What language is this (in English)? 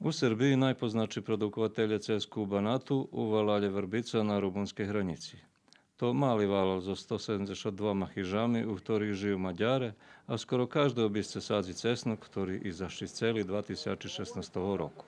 Rusyn